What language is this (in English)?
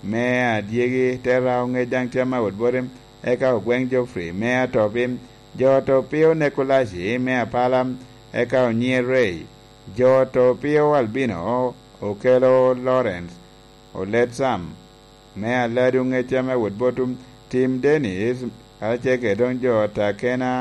Lango (Uganda)